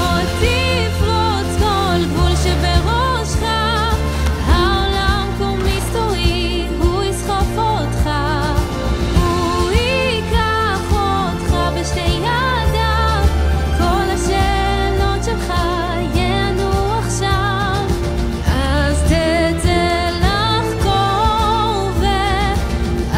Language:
Hebrew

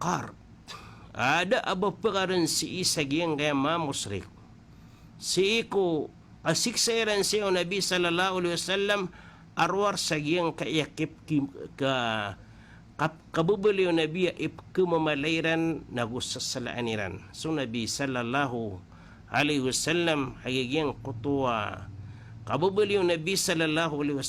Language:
Maranao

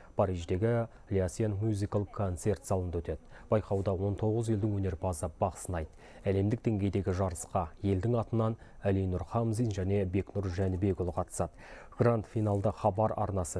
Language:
Kazakh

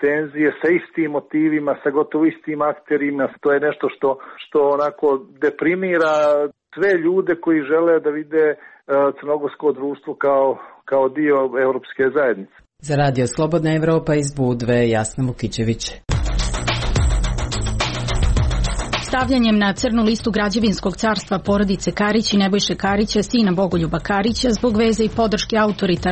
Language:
Serbian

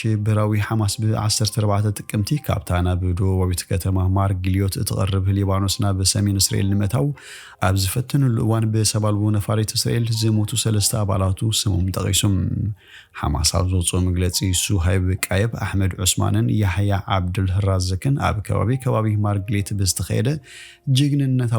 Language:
Tigrinya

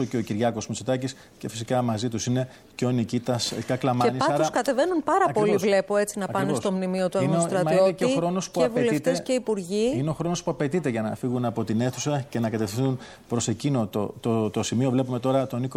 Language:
Greek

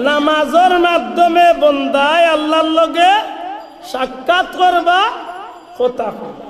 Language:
Sylheti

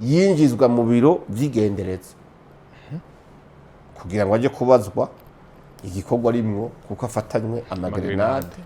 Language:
Rundi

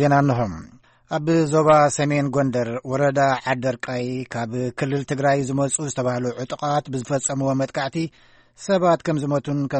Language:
Tigrinya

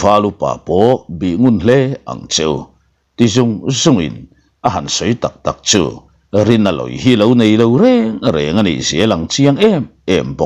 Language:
Mizo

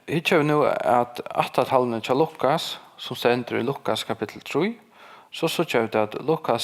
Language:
Faroese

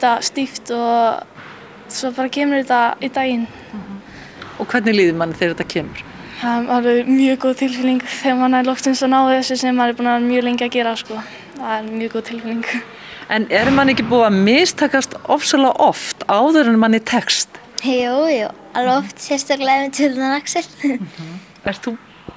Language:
Icelandic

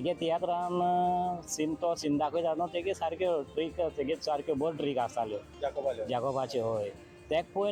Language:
Konkani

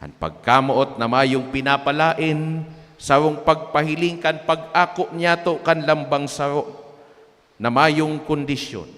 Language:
Bikol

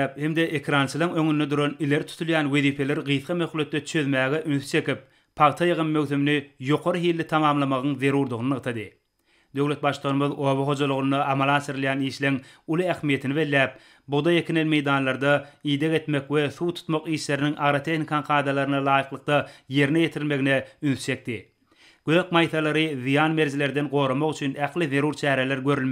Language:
Turkmen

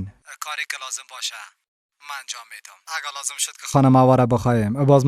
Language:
Persian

